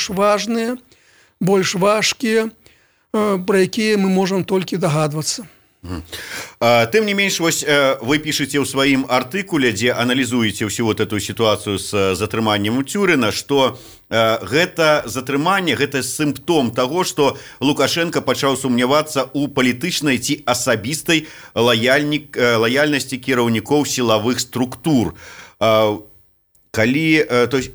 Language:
Belarusian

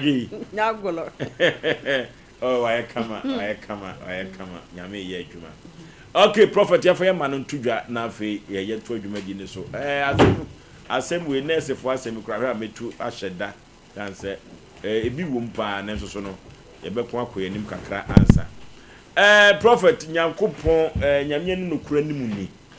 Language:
Akan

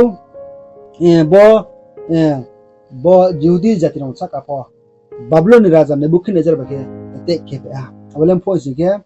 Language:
Riang (India)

